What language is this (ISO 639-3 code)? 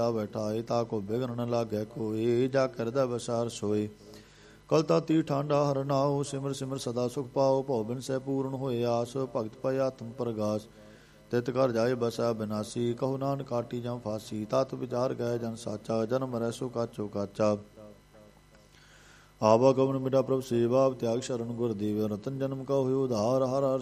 pan